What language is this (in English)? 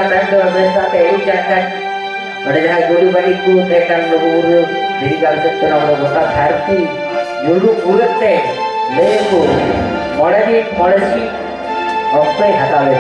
Santali